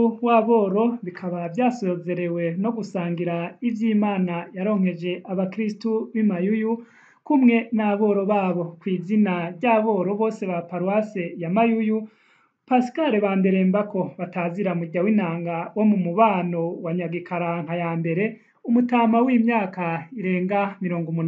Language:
Rundi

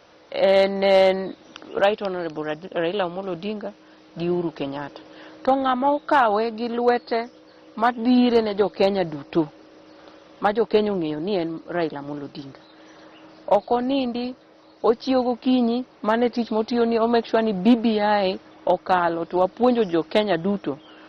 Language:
Luo (Kenya and Tanzania)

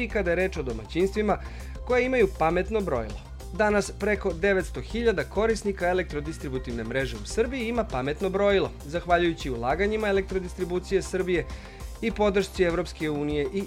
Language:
Serbian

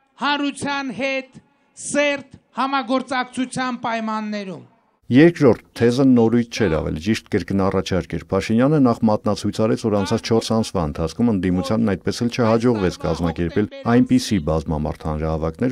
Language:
Armenian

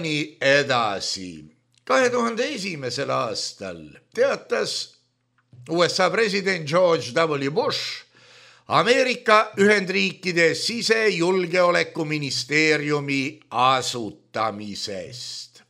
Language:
Estonian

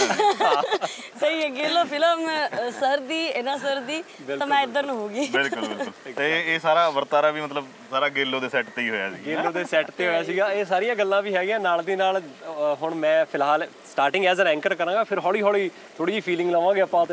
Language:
Punjabi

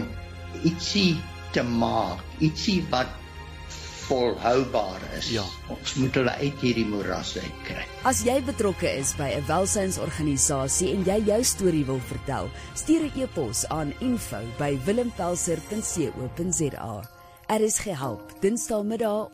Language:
Afrikaans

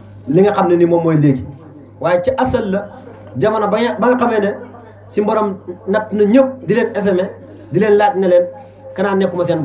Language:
Wolof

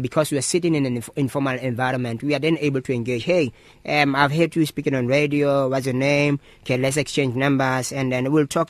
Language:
English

